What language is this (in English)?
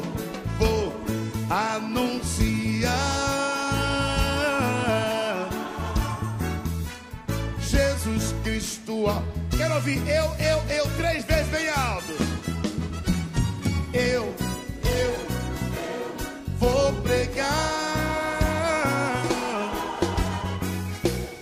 Portuguese